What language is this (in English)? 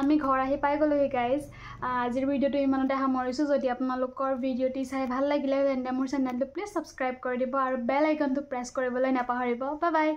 Assamese